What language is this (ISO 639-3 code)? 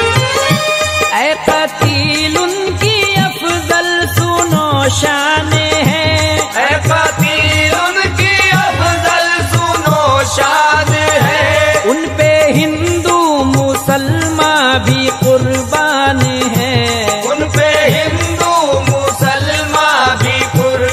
hin